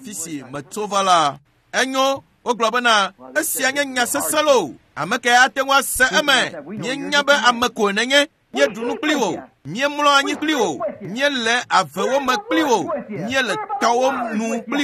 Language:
Ewe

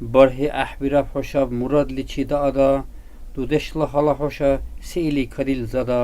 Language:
Dargwa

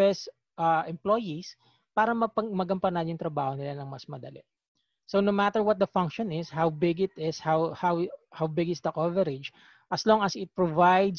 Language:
Filipino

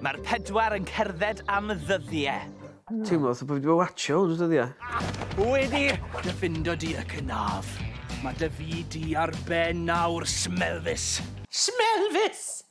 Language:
Welsh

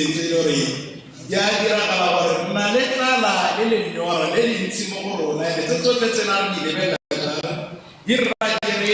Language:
Tswana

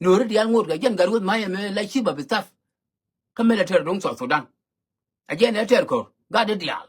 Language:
Nuer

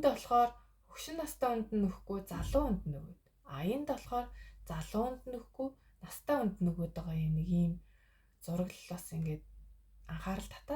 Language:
Mongolian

